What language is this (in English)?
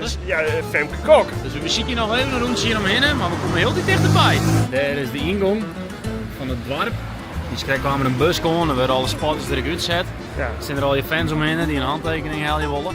Western Frisian